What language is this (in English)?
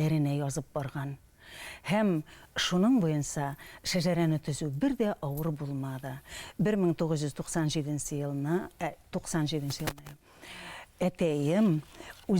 Bashkir